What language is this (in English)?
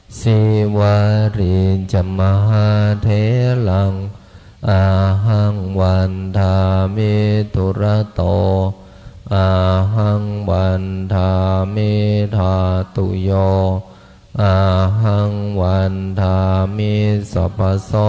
Pali